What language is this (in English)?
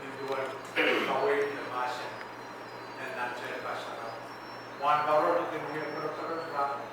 Pohnpeian